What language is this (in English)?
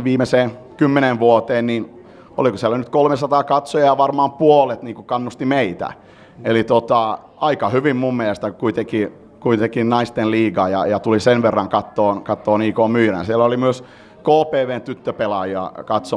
Finnish